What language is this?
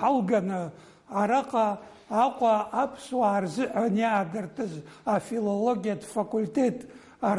Abkhazian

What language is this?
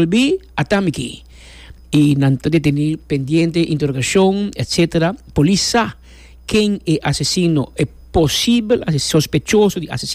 Papiamento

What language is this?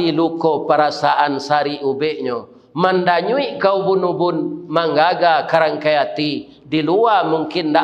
Minangkabau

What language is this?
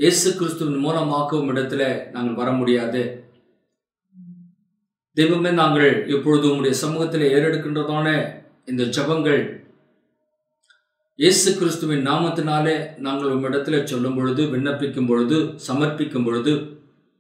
Tamil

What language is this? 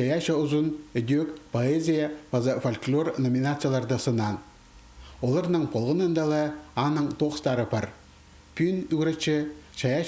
Khakas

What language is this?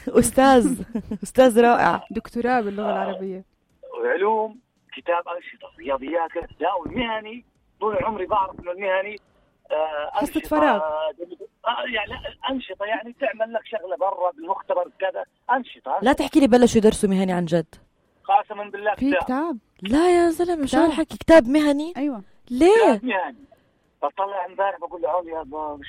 North Levantine Arabic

